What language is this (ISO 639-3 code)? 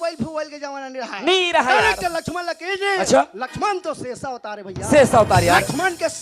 hne